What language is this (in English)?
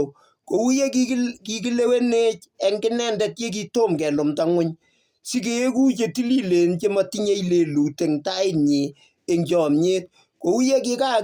Kalenjin